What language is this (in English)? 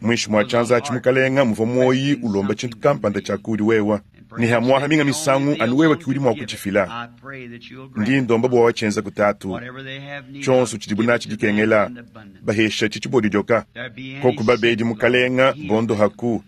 Luba-Lulua